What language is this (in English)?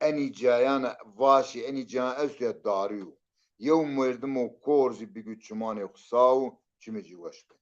Zaza